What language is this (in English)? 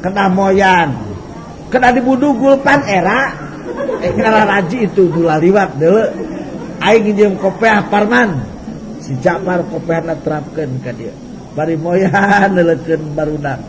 Sundanese